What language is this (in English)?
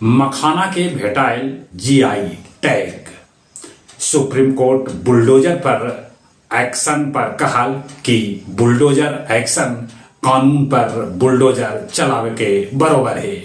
Magahi